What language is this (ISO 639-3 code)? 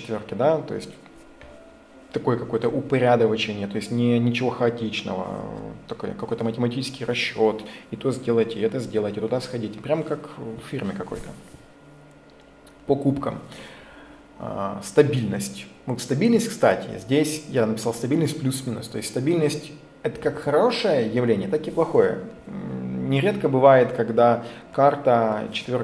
rus